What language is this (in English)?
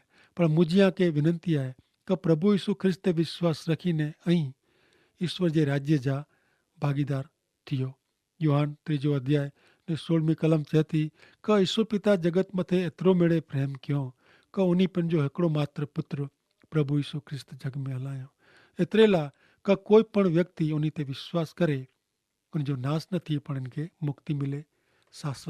Kachhi